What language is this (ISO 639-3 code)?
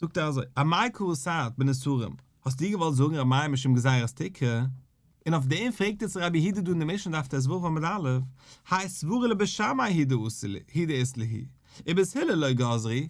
yid